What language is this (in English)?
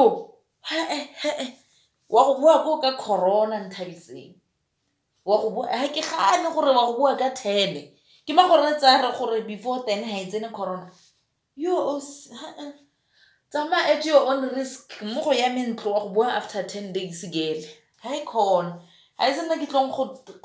Tswana